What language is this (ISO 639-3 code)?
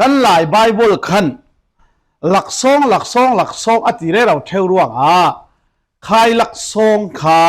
cfm